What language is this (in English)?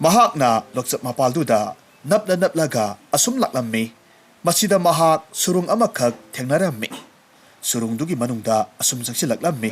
Manipuri